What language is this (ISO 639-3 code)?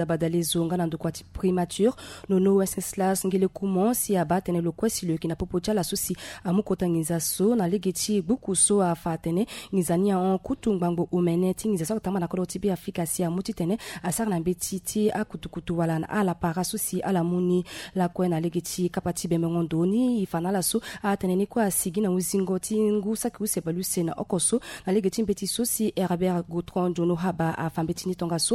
sag